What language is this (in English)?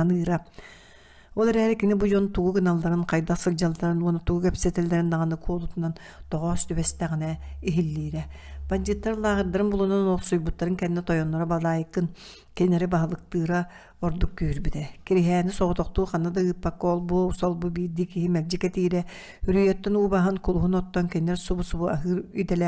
Yakut